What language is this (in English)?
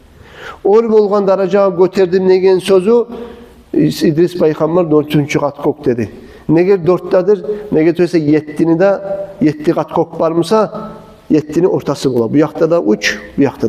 Kumyk